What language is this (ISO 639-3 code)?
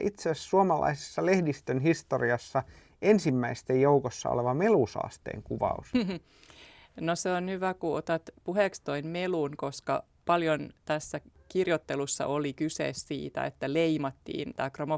fin